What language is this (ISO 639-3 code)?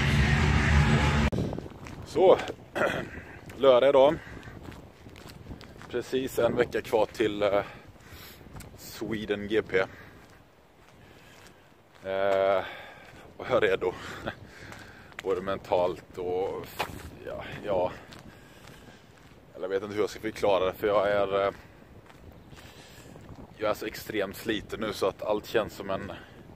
swe